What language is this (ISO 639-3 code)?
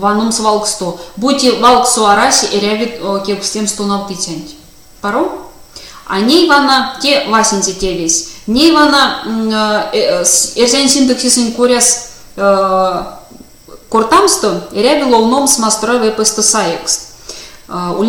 myv